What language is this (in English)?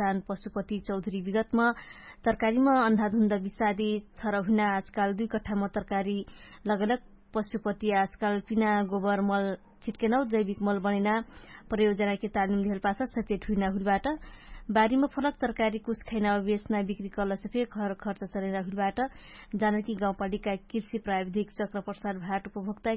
Dangaura Tharu